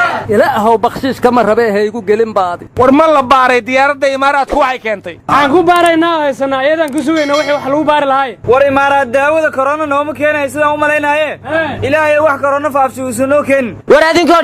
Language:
Somali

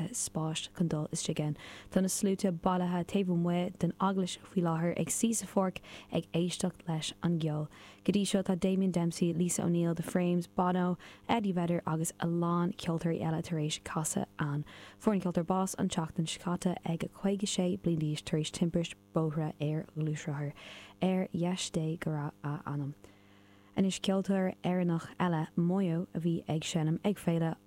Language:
Irish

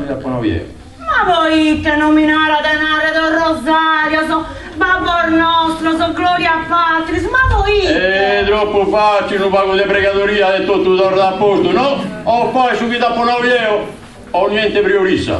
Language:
Sardinian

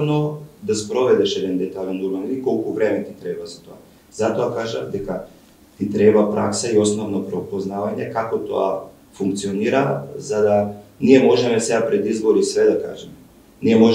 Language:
Macedonian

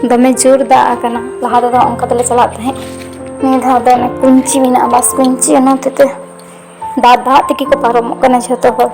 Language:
Santali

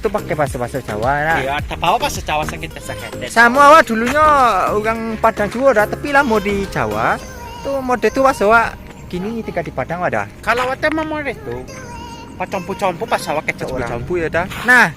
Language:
Minangkabau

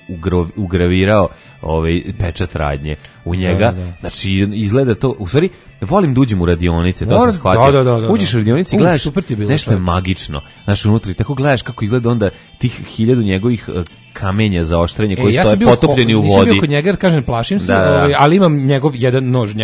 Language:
Serbian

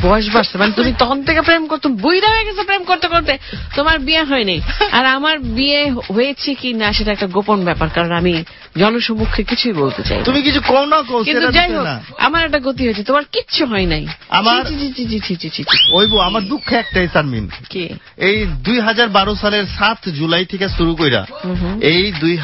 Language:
Bangla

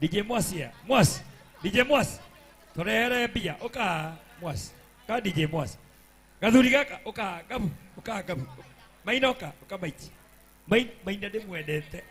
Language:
Kikuyu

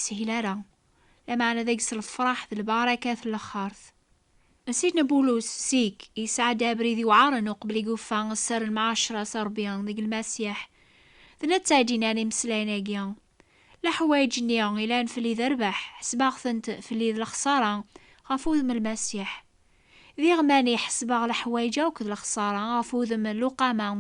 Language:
Kabyle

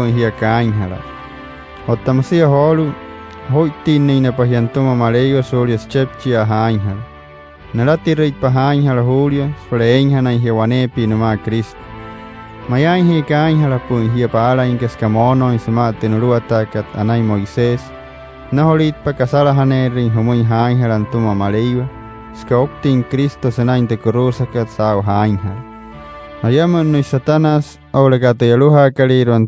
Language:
Wayuu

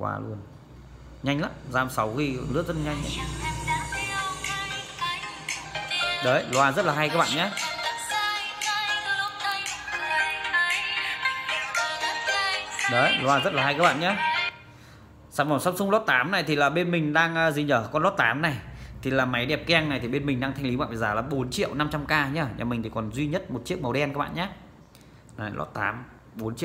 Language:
Vietnamese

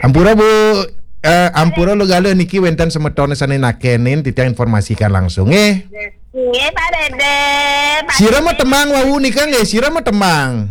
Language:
Balinese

